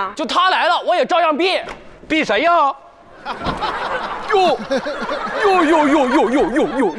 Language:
Chinese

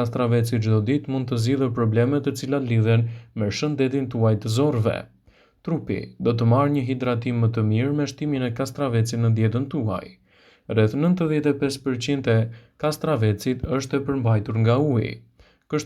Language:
Albanian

